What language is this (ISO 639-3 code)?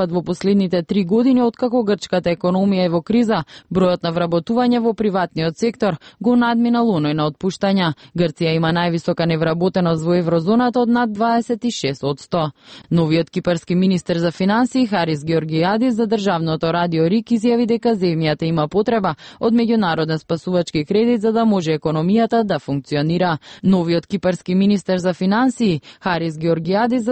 mkd